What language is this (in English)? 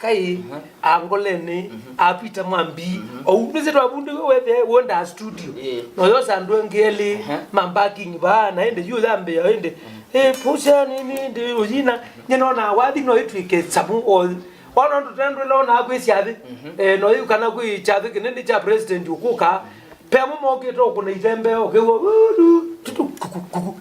Kamba